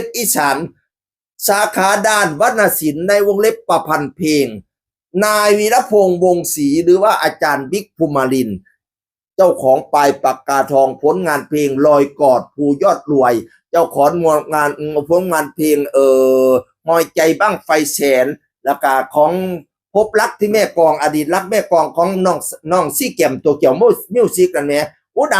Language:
Northeastern Thai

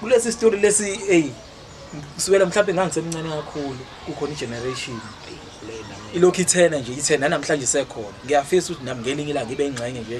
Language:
Zulu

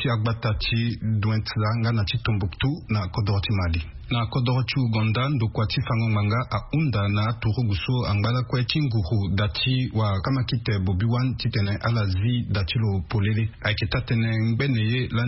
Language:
Sango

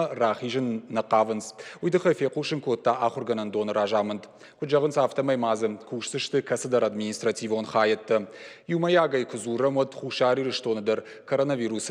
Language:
Ossetic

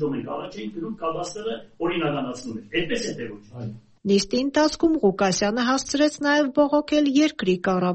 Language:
Armenian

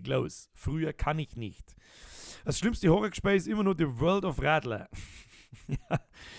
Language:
Bavarian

